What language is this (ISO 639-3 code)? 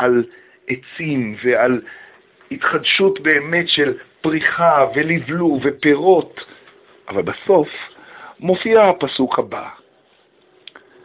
heb